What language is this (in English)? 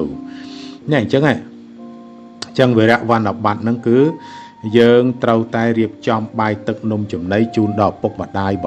Khmer